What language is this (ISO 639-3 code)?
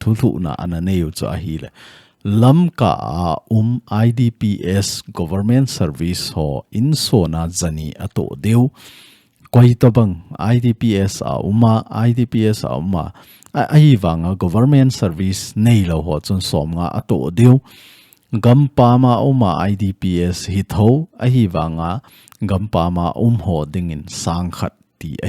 tcz